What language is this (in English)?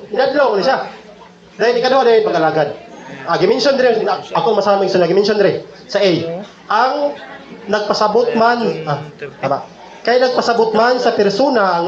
Cebuano